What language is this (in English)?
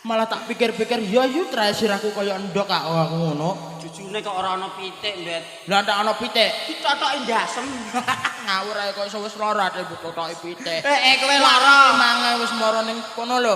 Javanese